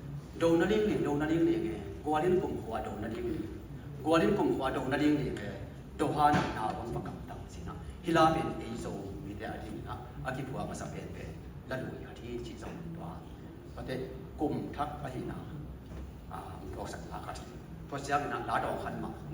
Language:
Tedim Chin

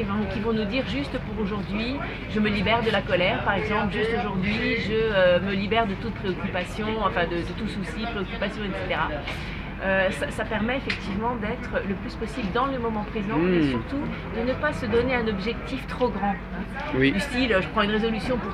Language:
French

